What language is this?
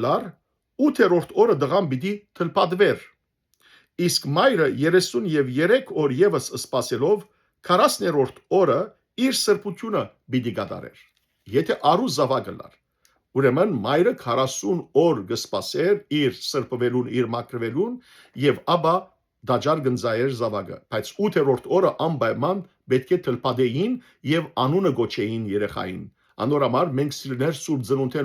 Western Armenian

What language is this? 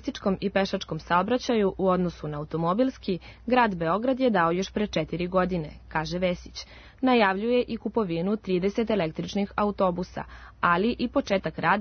Serbian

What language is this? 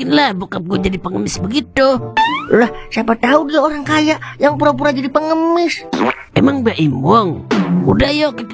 Betawi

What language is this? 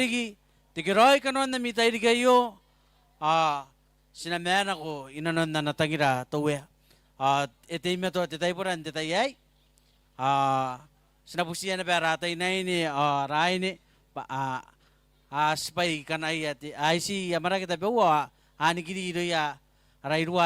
Gilbertese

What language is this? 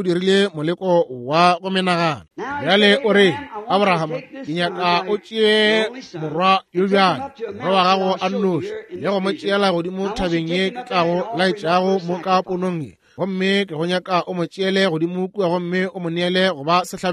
Northern Sotho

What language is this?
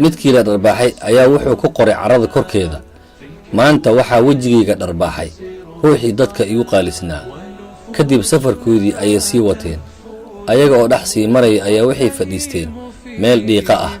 Somali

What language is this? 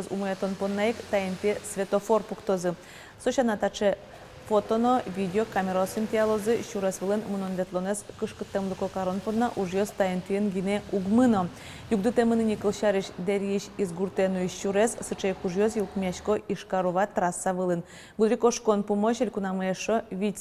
Udmurt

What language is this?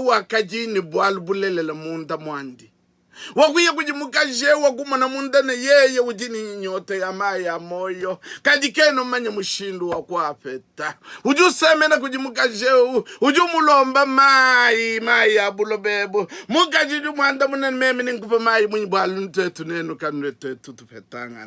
Luba-Lulua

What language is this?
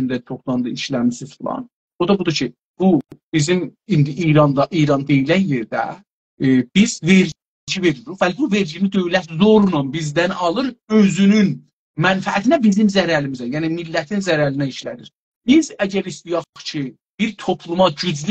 South Azerbaijani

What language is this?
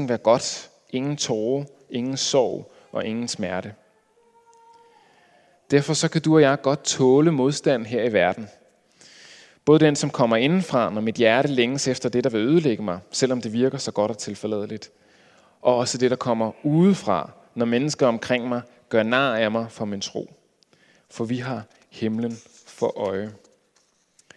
Danish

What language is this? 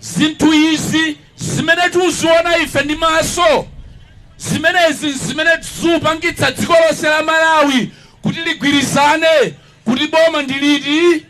Nyanja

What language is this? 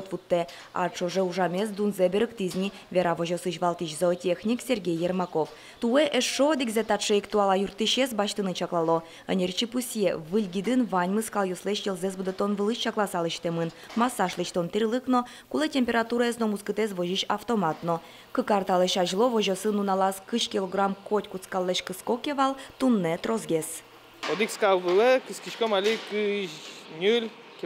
Udmurt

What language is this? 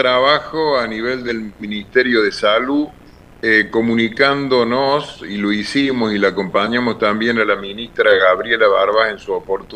Spanish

